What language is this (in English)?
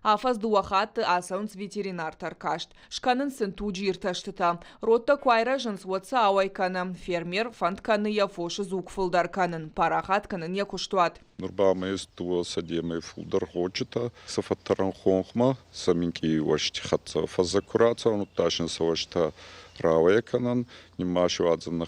Ossetic